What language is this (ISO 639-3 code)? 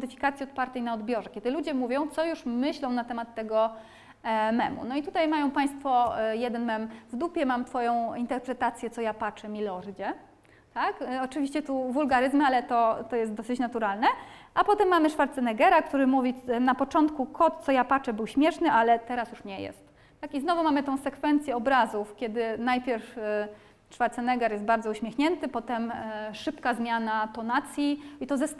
pol